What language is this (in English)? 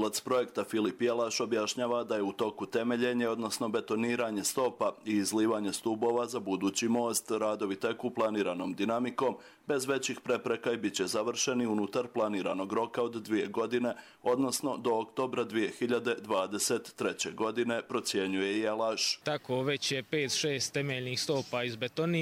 Croatian